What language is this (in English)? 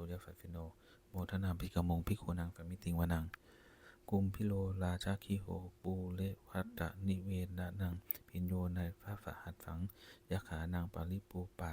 Pali